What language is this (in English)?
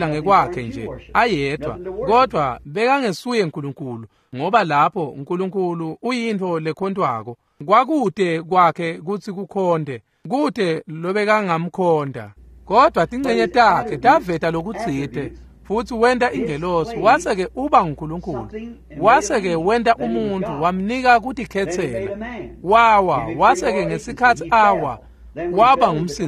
Swati